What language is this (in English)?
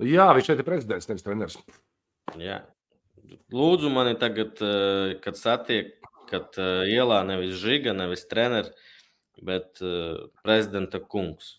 Latvian